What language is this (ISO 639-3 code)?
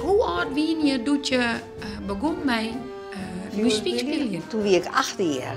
fry